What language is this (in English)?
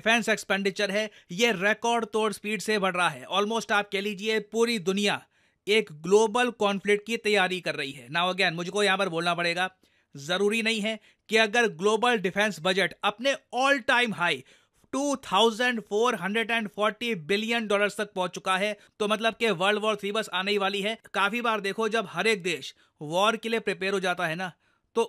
Hindi